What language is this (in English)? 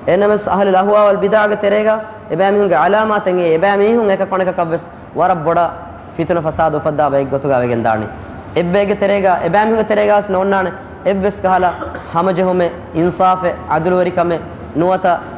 Divehi